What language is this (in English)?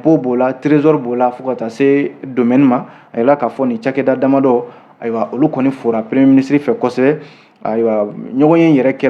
Bambara